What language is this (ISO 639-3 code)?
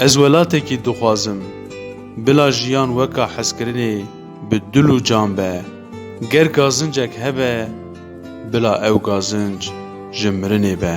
kur